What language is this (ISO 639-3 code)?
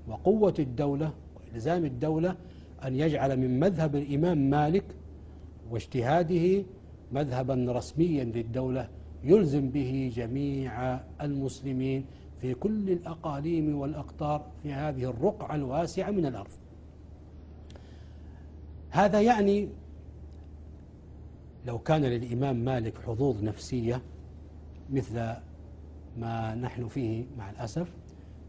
ara